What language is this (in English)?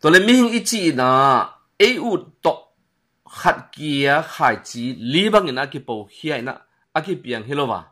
Tedim Chin